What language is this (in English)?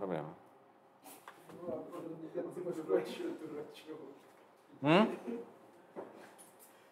Russian